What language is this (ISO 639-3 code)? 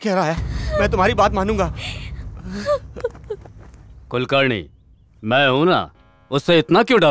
hin